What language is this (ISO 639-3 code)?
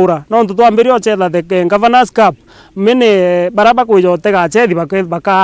mer